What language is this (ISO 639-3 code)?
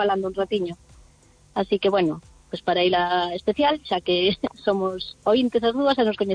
glg